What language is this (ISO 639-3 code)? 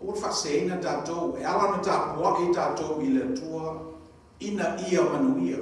smo